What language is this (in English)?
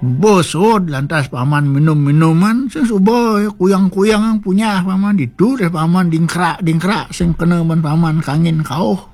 Balinese